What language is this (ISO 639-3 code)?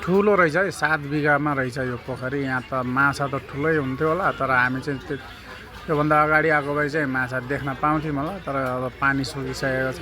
nep